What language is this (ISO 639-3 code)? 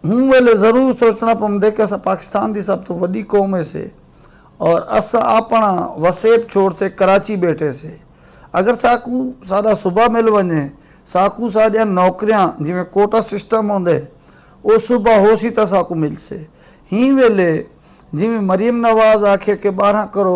skr